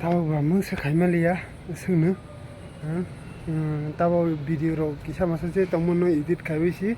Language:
Kok Borok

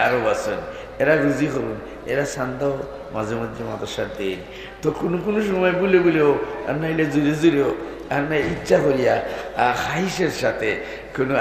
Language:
Sylheti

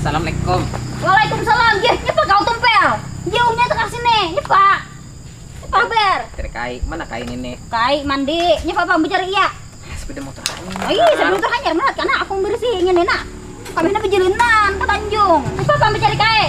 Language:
Banjar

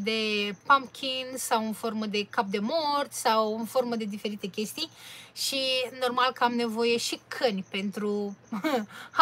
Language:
Romanian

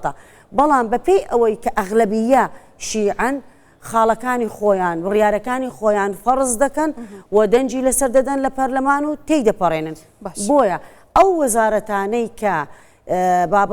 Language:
Central Kurdish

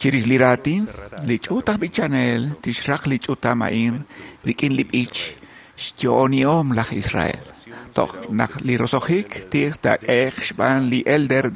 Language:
Kekchí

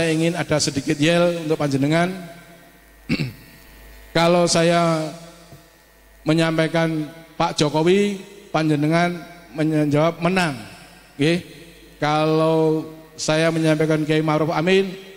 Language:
Indonesian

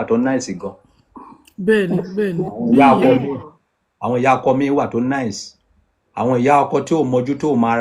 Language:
Yoruba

